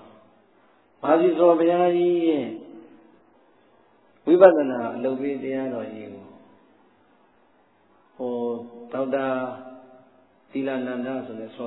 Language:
Burmese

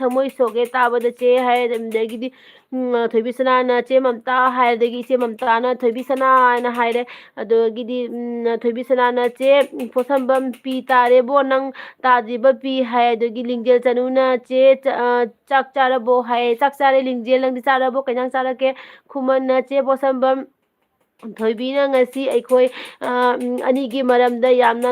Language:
Manipuri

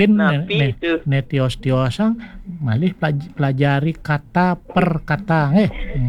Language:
Balinese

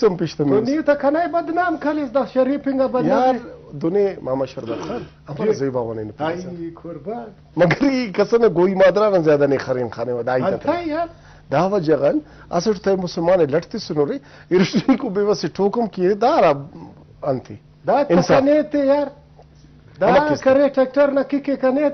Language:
Brahui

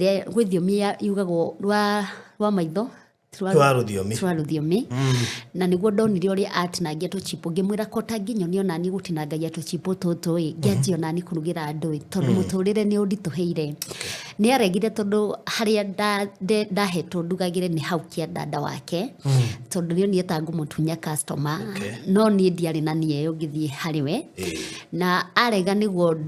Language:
Kikuyu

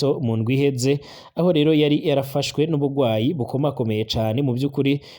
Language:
Rundi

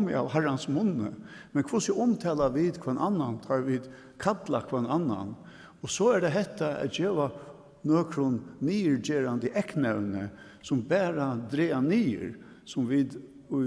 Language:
Faroese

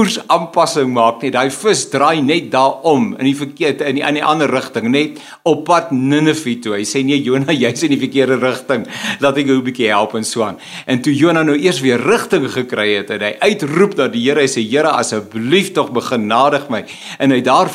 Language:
Afrikaans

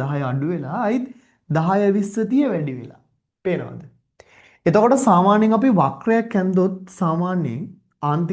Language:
Sinhala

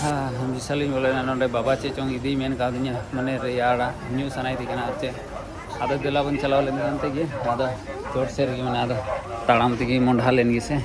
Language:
Santali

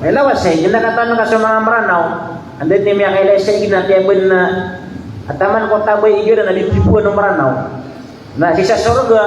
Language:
Maranao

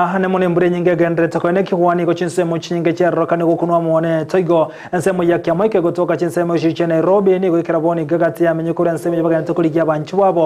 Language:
Gusii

